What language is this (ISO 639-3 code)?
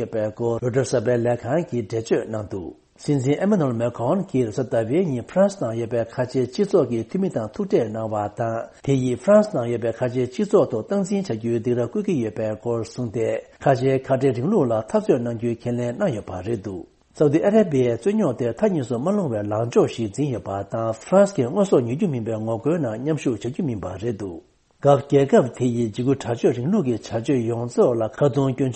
bod